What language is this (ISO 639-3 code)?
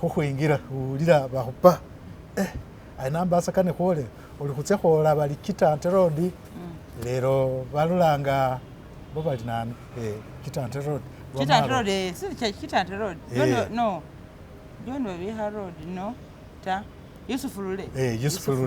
myx